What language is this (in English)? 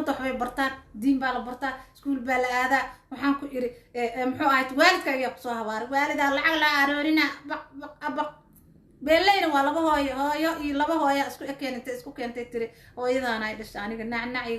Somali